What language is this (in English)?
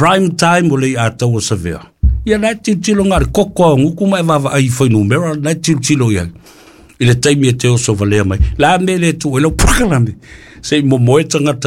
Samoan